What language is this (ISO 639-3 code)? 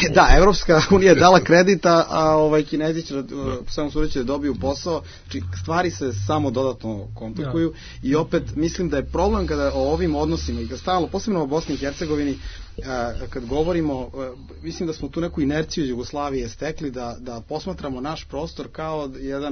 srp